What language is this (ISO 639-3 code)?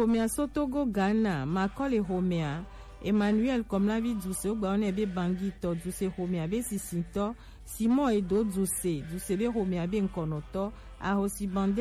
gej